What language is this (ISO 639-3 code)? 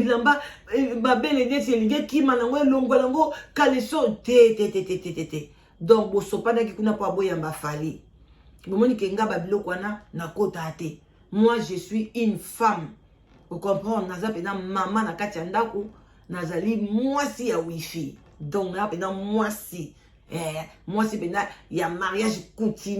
lin